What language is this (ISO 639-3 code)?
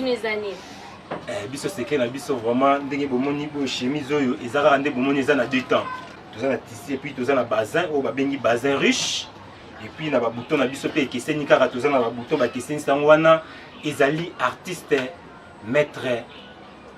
lin